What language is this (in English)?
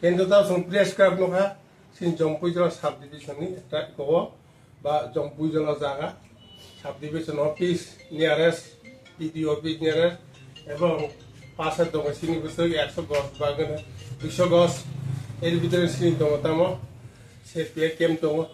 Kok Borok